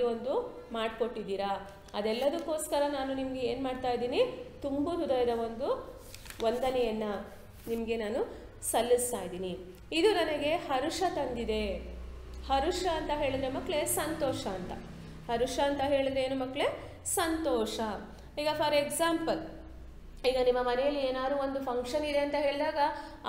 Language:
Kannada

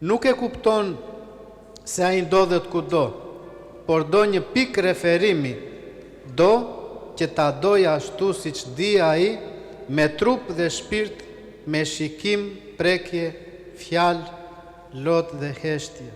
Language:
Albanian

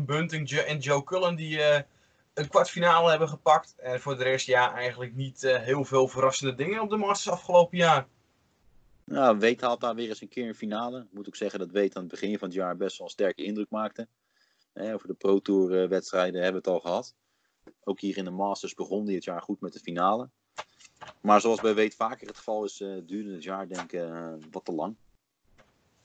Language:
Dutch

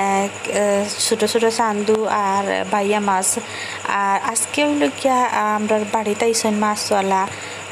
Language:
Sylheti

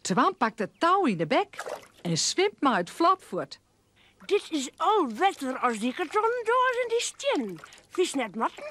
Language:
Western Frisian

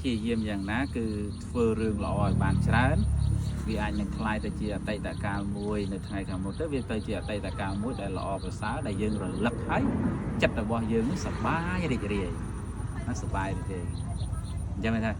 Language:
Khmer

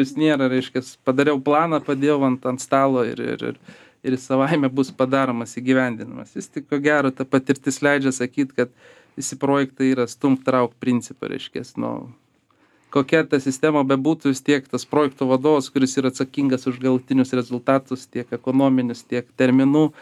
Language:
Lithuanian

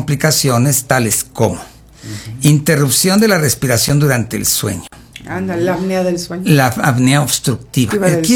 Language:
Spanish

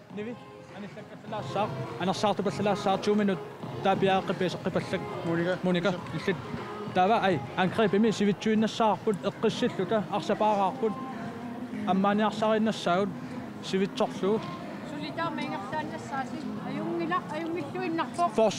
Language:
Kalaallisut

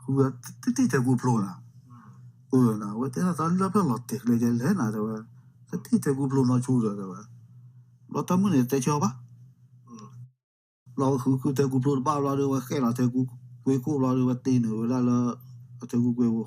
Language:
S'gaw Karen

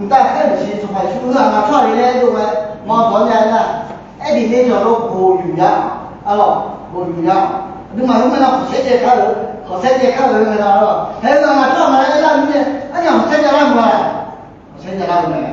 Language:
Akha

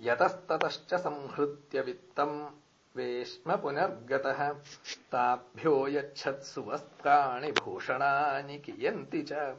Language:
Sanskrit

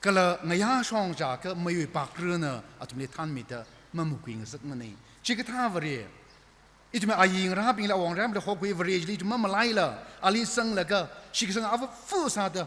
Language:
Tangkhul Naga (India)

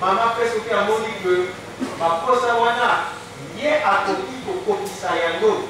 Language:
Lingala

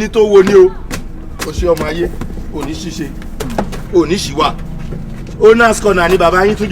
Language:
Yoruba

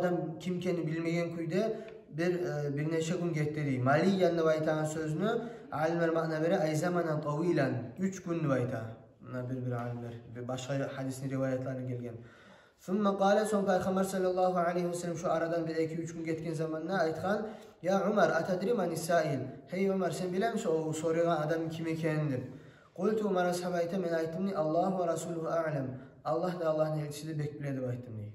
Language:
Kumyk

